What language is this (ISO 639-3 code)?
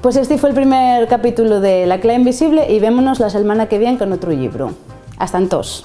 ast